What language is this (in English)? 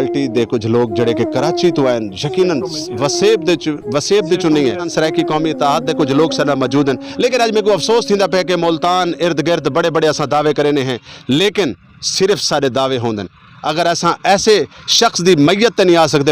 Saraiki